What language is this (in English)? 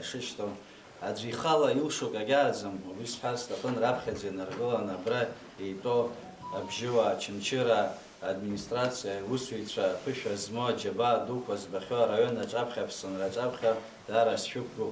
Abkhazian